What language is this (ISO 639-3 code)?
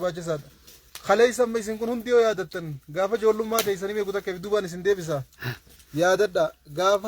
orm